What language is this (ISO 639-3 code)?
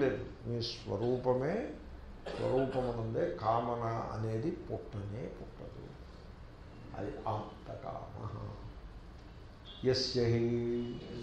tel